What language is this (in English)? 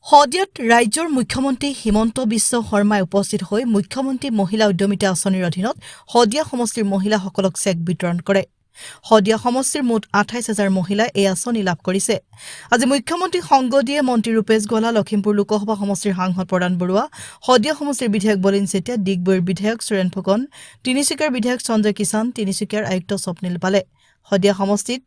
Assamese